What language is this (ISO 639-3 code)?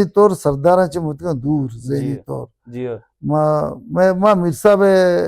bal